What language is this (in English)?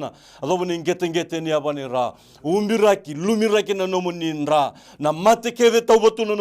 Fijian